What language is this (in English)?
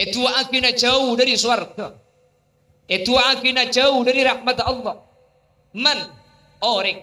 Madurese